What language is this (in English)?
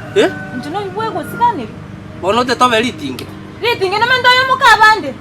Gusii